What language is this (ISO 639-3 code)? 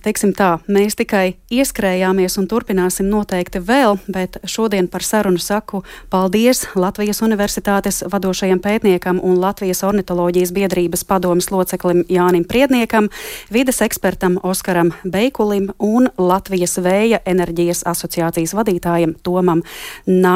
lav